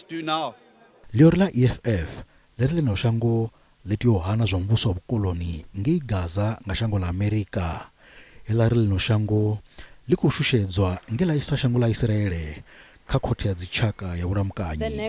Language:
Venda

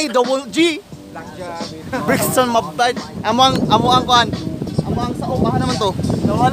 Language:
Cebuano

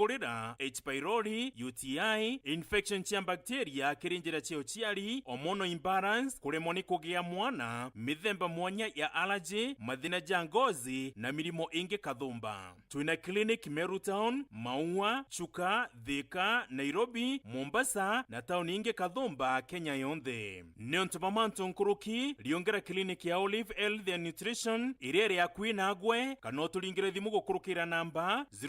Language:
Meru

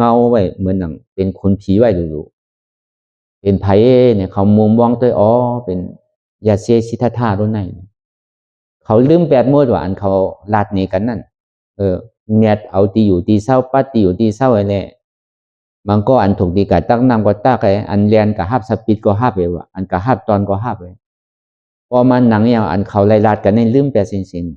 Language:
Shan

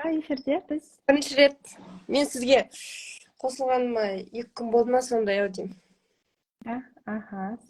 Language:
Kazakh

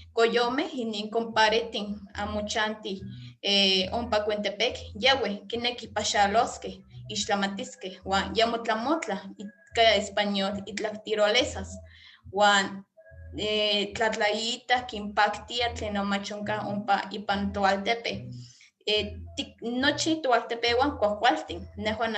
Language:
Eastern Huasteca Nahuatl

